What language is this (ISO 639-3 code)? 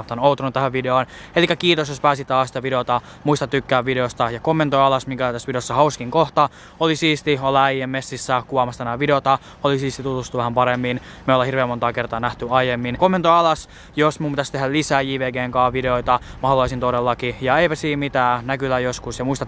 fin